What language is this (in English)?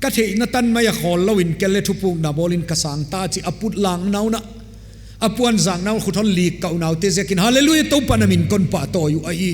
Paite Chin